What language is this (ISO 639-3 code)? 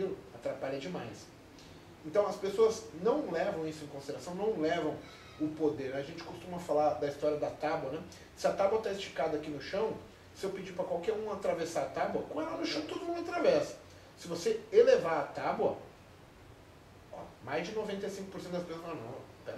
por